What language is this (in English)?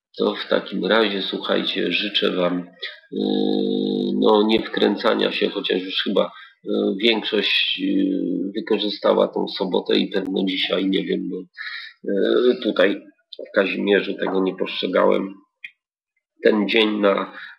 Polish